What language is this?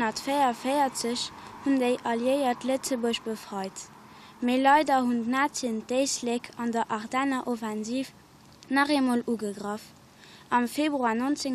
Luxembourgish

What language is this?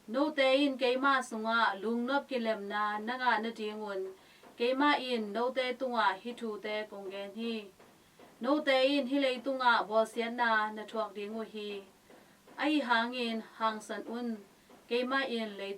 Tedim Chin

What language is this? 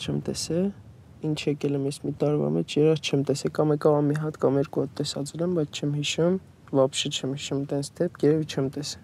Armenian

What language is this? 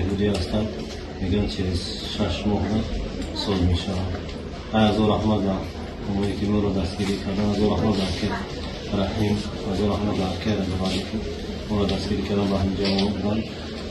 Tajik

